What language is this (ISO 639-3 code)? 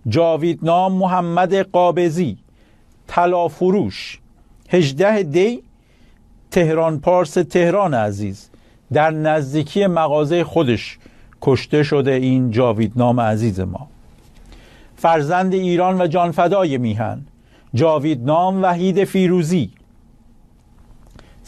fas